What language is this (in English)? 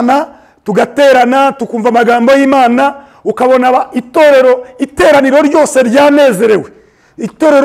Kinyarwanda